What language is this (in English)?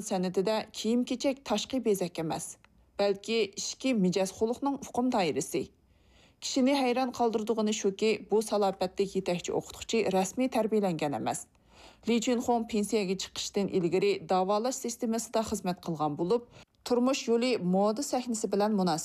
Uyghur